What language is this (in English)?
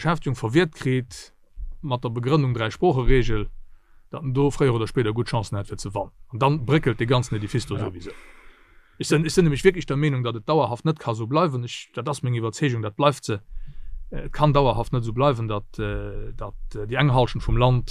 Luxembourgish